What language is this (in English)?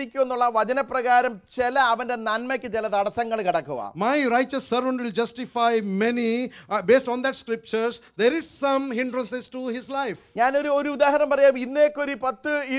Malayalam